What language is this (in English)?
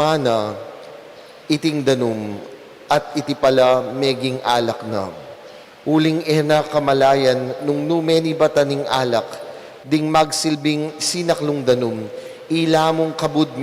Pampanga